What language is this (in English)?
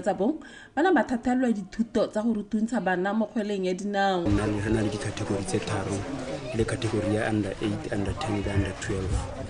Tswana